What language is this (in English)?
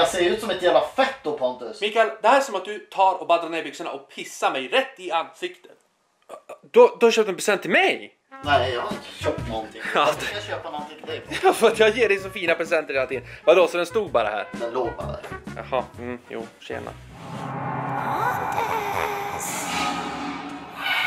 Swedish